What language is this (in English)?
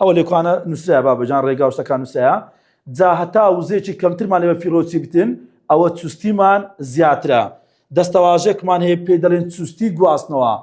Central Kurdish